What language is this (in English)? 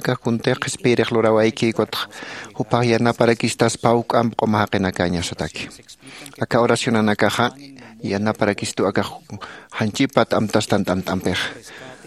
Aymara